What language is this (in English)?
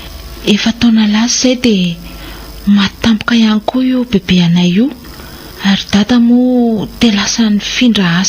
Malagasy